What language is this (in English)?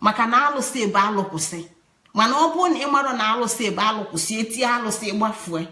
Igbo